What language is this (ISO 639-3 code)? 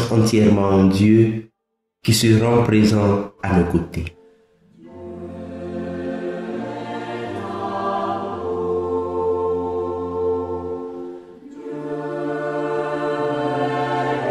fra